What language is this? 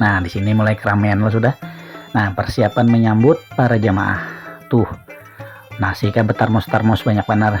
Banjar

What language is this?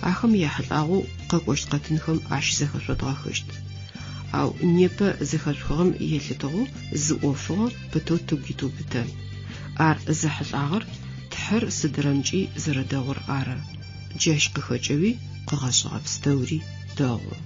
Adyghe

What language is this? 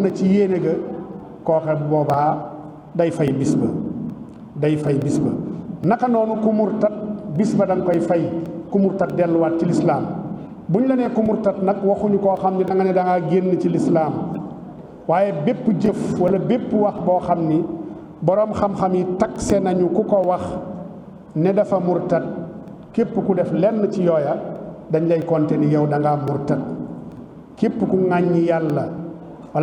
Wolof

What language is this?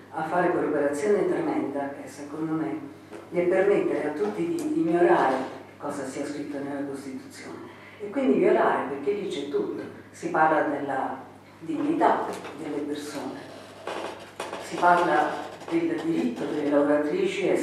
Italian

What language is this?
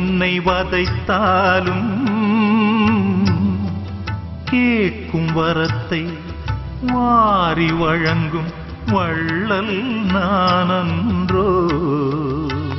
Tamil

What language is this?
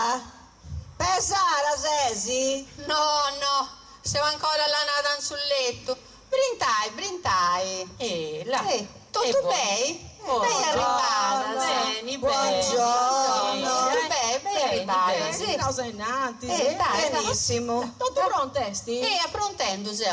Sardinian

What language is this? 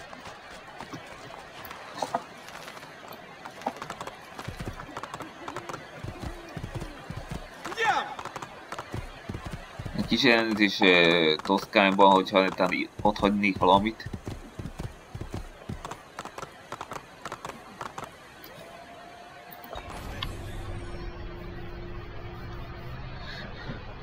Hungarian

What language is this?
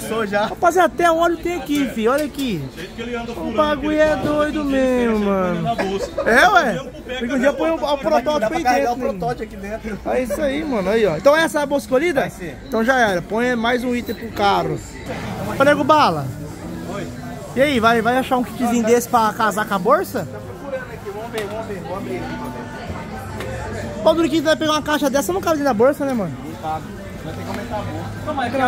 Portuguese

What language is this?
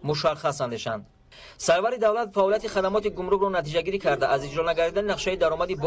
Tajik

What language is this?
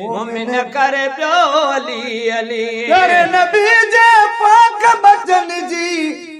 Sindhi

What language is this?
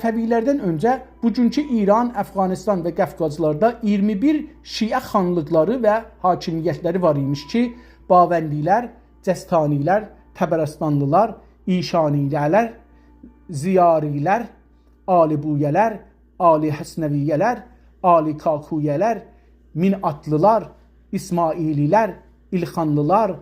South Azerbaijani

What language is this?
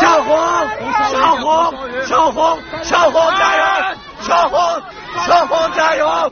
Uyghur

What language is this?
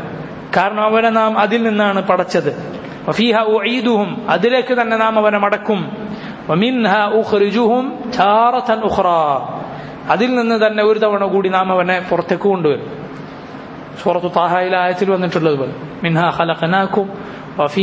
Malayalam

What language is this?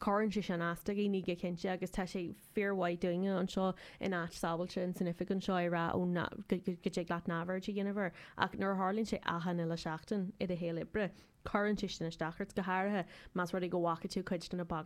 Irish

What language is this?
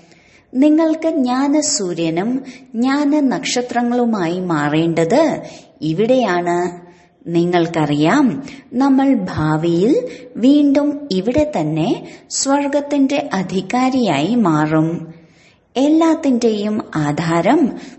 Malayalam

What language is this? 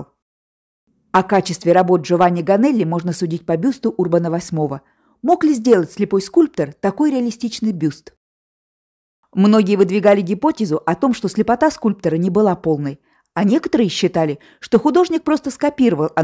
Russian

